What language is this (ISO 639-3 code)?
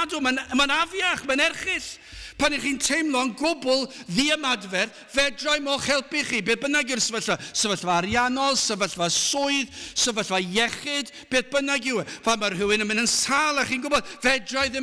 cym